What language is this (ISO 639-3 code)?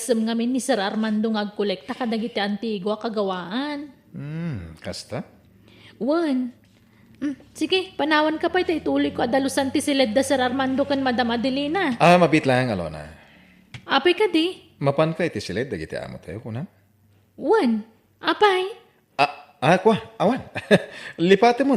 ilo